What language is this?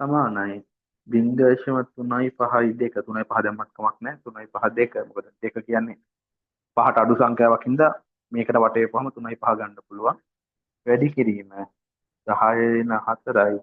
Sinhala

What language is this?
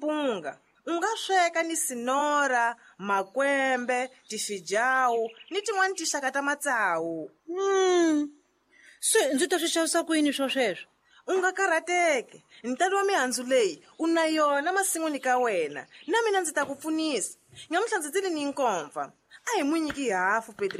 Tsonga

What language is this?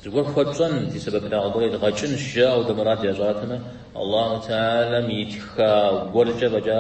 Kabardian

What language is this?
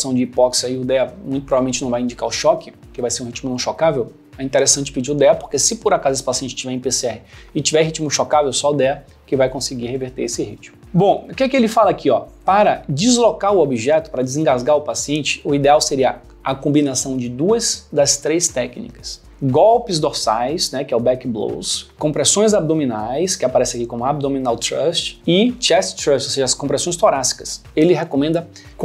Portuguese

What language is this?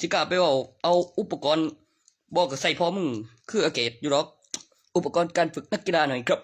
Northeastern Thai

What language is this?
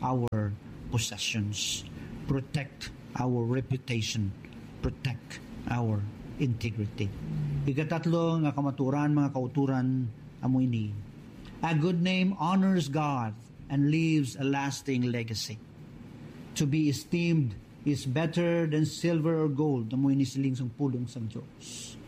Hiligaynon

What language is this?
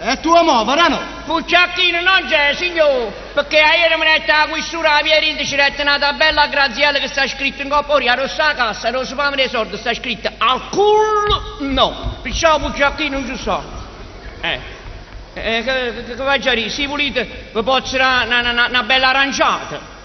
Neapolitan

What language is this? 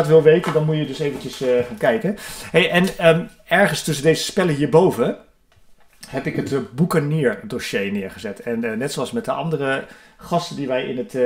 Dutch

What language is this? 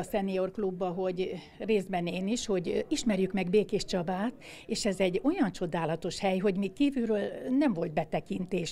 Hungarian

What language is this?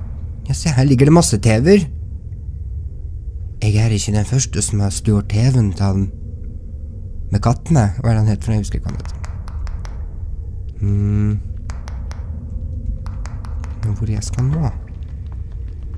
Norwegian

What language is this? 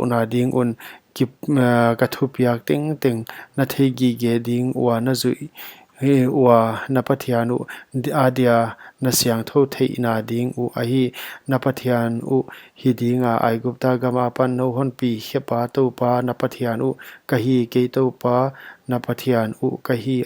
Paite Chin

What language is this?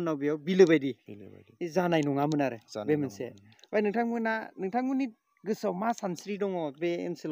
Bodo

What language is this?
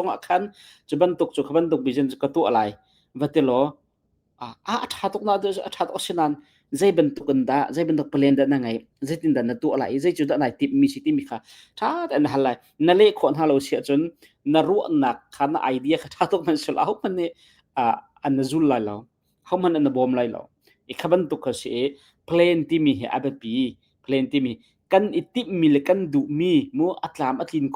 Hakha Chin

